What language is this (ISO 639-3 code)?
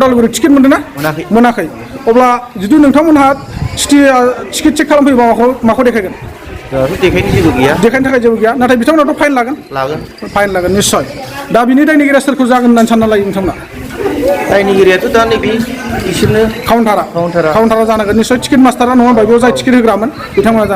brx